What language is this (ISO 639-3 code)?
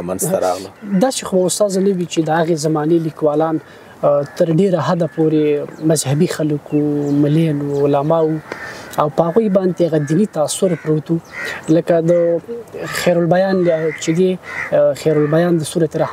pus